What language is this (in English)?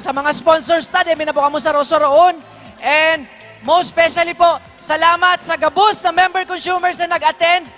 Bikol